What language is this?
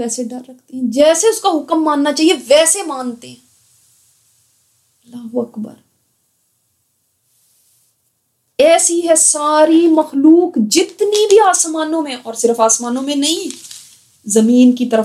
Urdu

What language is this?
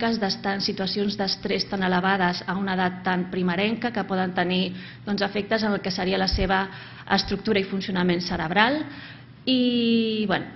Catalan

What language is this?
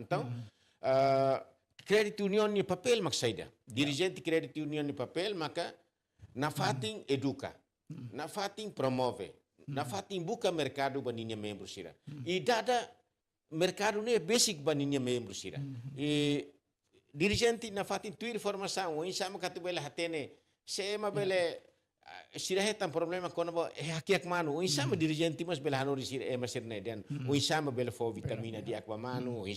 Tetum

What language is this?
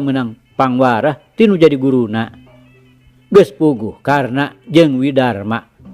Sundanese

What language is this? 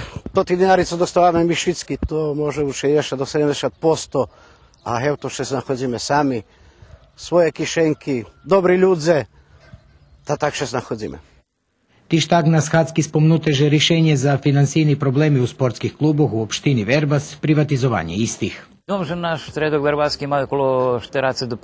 Rusyn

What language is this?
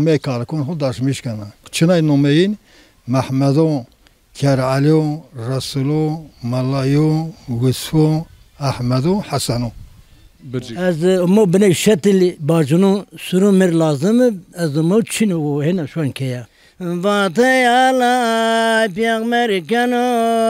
Zaza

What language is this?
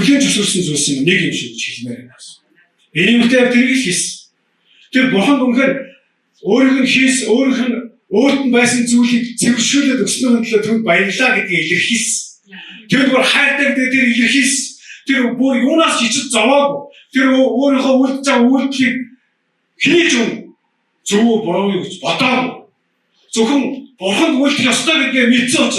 Mongolian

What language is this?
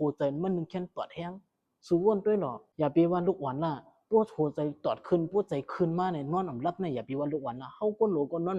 Shan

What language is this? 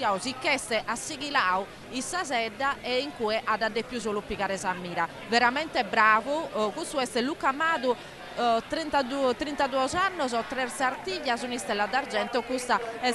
Sardinian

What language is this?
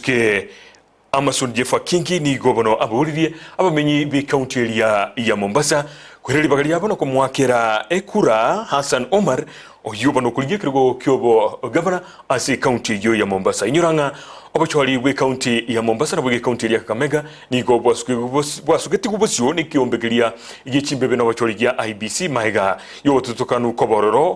Gusii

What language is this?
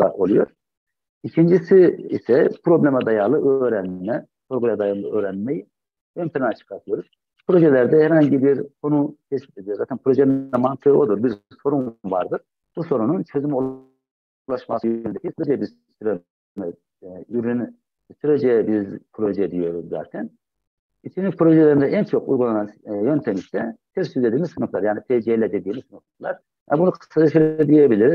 Turkish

